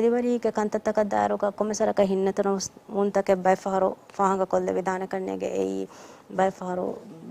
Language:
Divehi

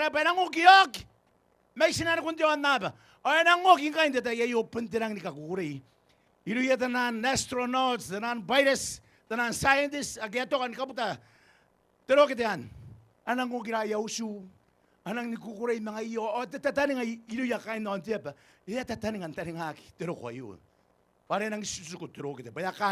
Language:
Gilbertese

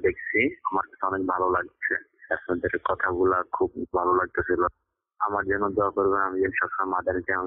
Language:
Bangla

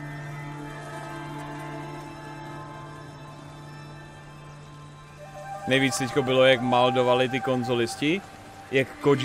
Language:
Czech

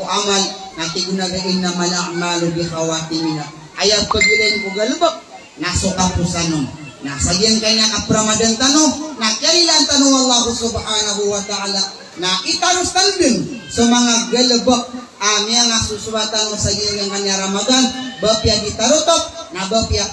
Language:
Maranao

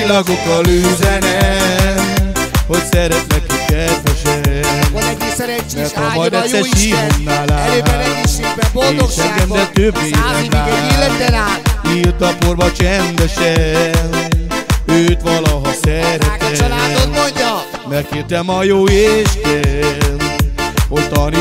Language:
Hungarian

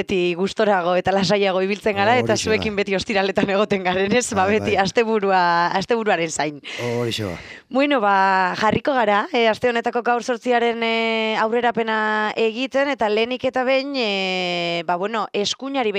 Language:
Basque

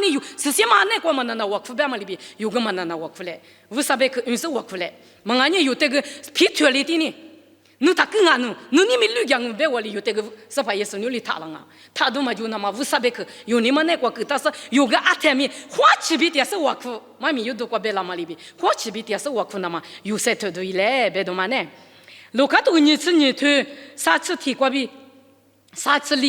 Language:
Lisu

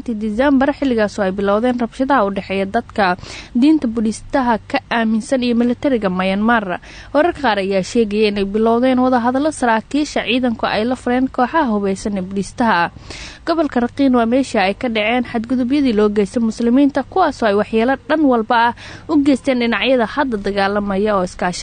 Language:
Somali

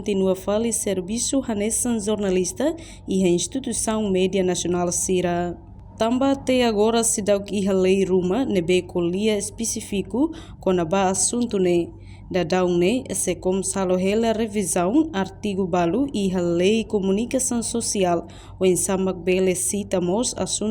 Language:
Tetum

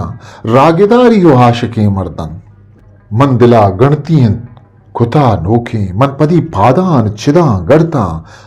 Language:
Eastern Balochi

